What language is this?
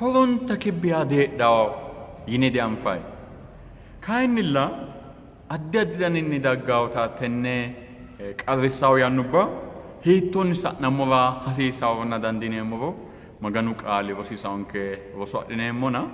Sidamo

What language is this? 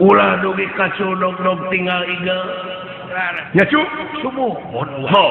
Sundanese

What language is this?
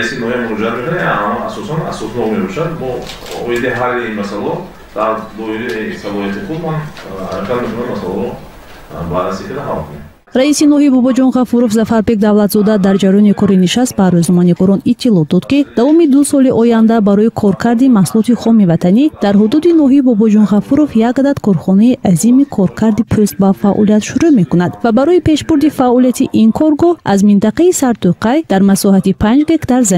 Tajik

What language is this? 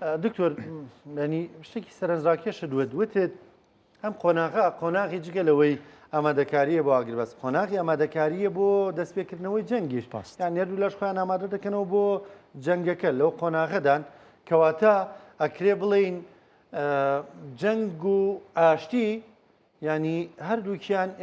Central Kurdish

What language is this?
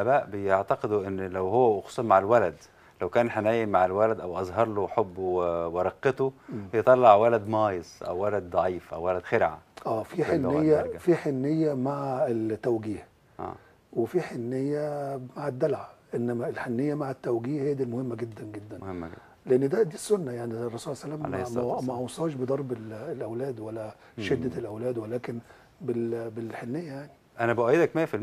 Egyptian Arabic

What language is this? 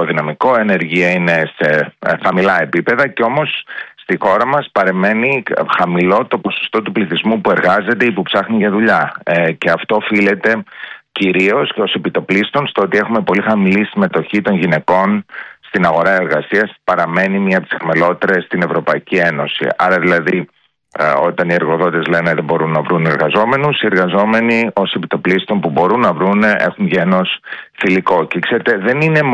Greek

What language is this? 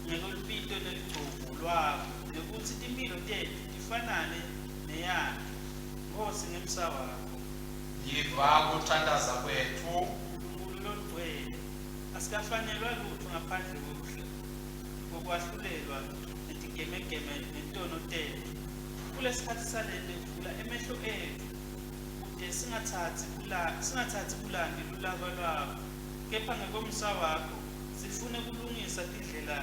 Swati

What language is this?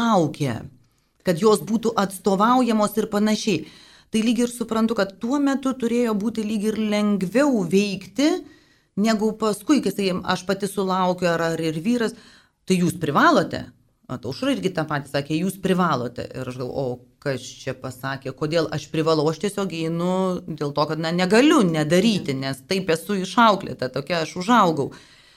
Lithuanian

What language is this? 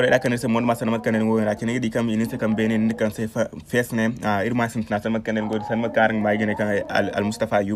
Zarma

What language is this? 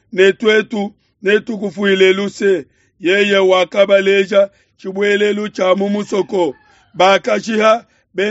Luba-Lulua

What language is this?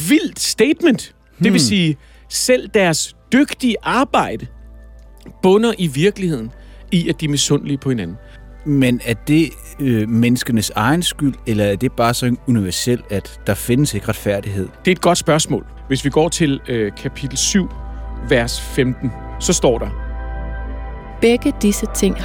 Danish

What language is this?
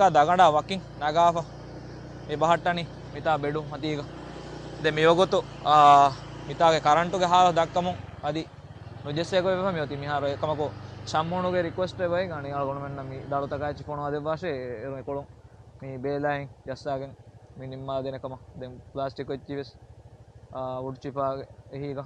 Divehi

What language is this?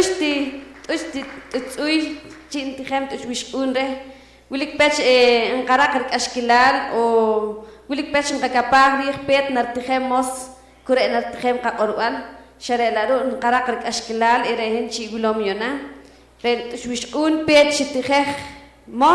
Poqomchi'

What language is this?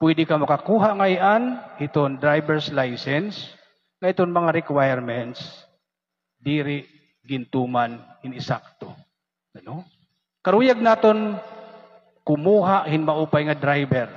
Waray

